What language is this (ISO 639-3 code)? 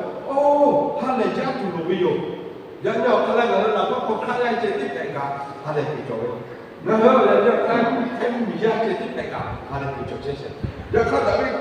lhu